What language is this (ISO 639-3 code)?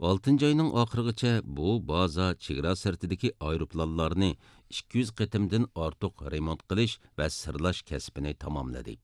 uig